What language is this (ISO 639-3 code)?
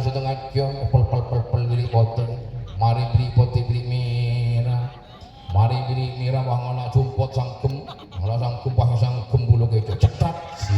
mad